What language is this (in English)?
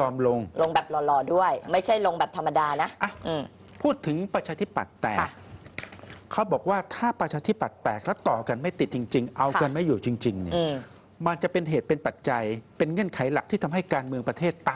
Thai